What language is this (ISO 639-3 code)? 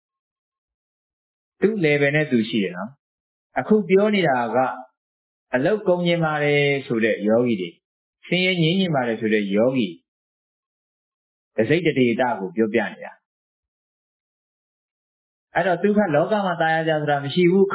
mya